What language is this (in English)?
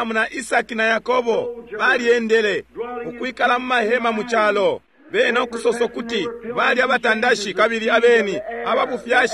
Bemba